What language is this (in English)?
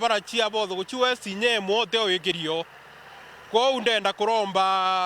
Meru